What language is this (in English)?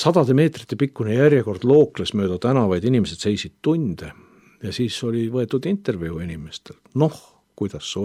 Estonian